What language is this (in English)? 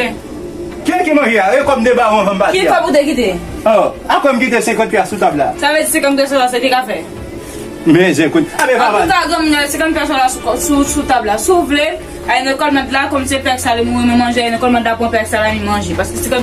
Haitian Creole